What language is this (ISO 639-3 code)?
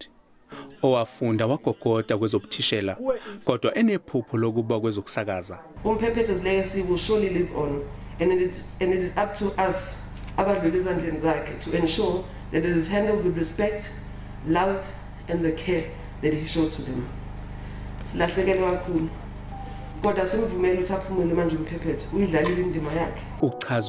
zul